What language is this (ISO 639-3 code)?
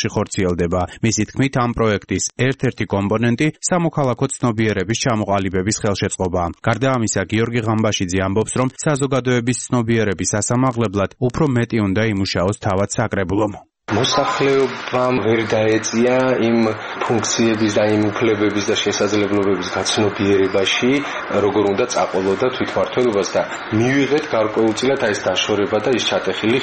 kat